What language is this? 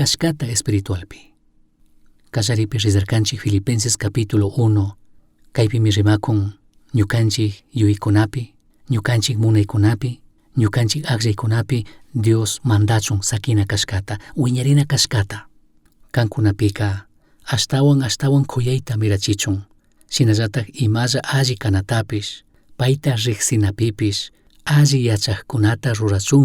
Chimborazo Highland Quichua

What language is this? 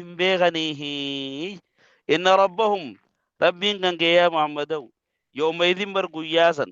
Oromo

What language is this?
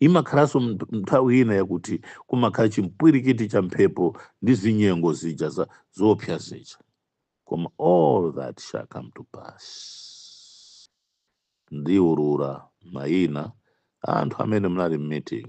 Nyanja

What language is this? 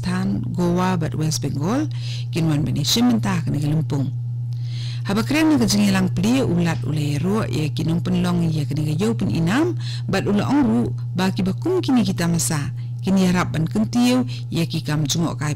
Khasi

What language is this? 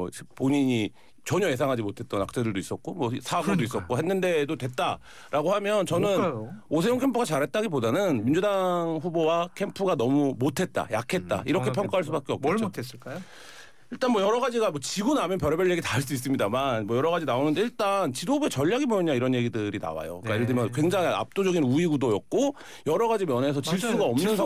Korean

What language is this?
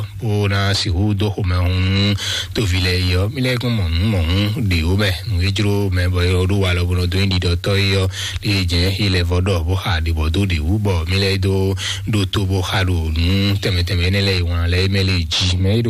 Fon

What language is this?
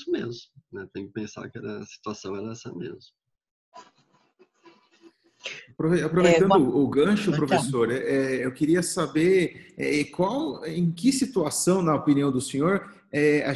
Portuguese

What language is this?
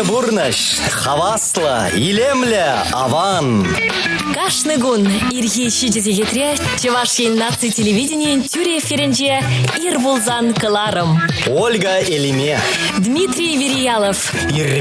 Chuvash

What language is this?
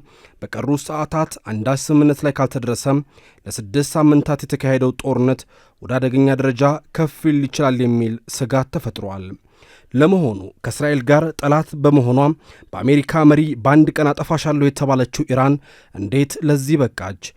Amharic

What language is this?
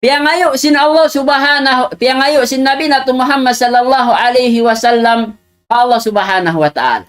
Tausug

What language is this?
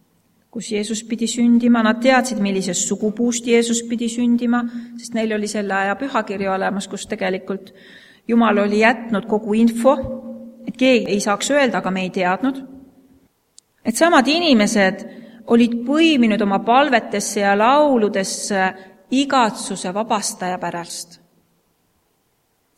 Estonian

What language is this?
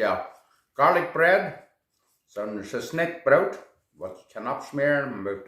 Plautdietsch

